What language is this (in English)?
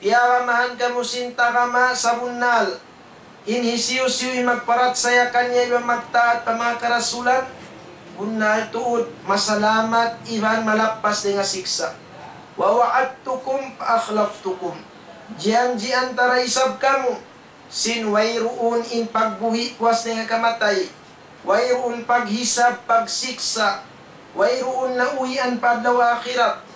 Tausug